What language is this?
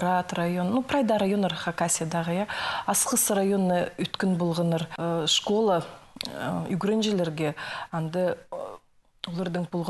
Khakas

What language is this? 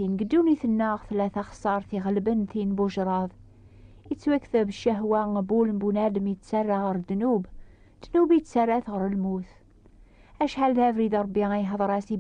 Kabyle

